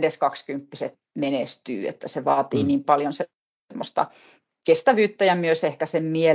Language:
Finnish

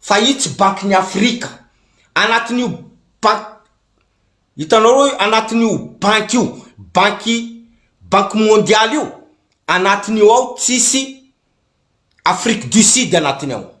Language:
Malagasy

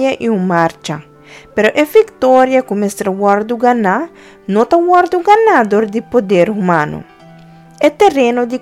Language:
Papiamento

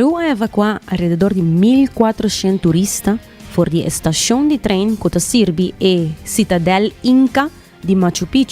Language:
Papiamento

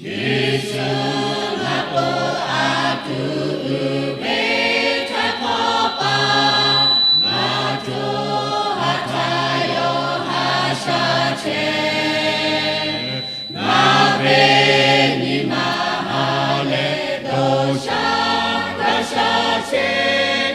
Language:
Lahu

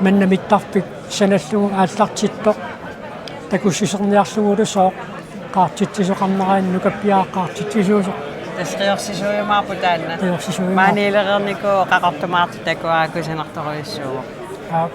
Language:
Kalaallisut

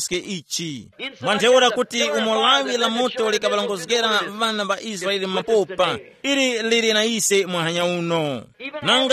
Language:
Tumbuka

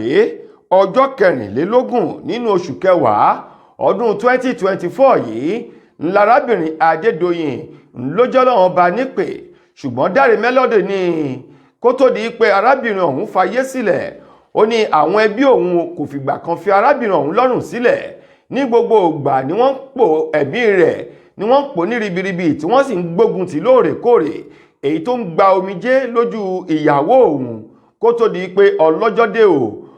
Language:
Yoruba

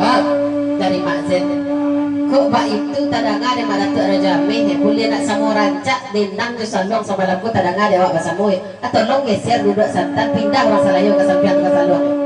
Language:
Minangkabau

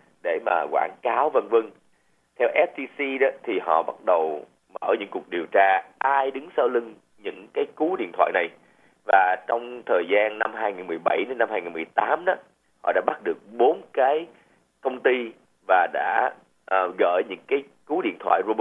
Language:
Vietnamese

